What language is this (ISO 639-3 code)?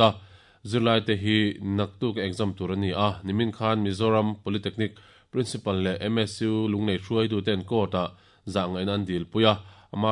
lus